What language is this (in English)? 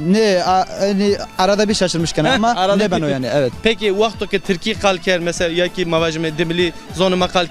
Zaza